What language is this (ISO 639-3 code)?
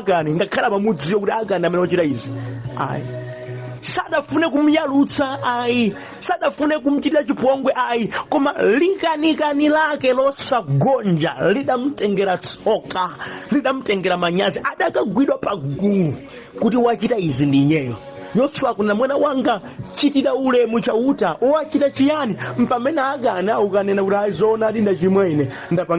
nya